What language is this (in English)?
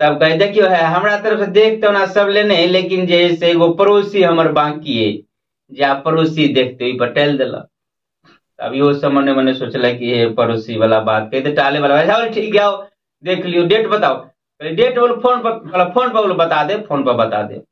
Maithili